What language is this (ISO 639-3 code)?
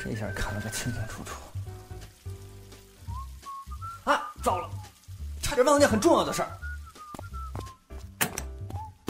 zho